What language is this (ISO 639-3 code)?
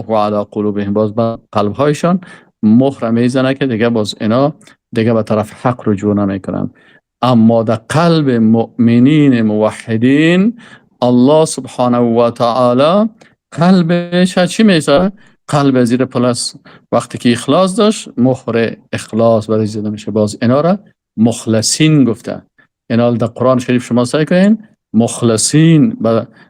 fas